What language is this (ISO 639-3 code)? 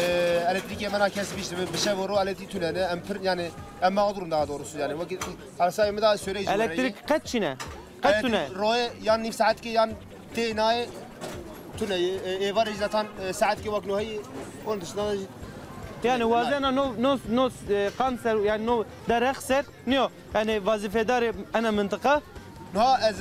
zza